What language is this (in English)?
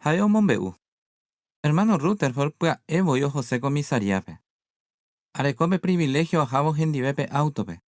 Guarani